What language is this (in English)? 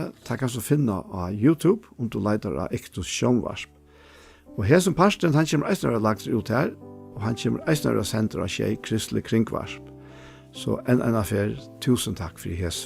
Faroese